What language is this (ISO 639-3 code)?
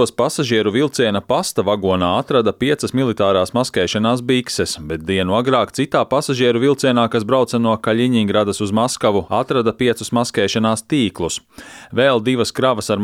lav